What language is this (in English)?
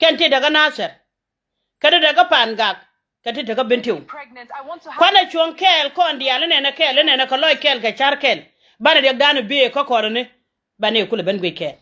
Nuer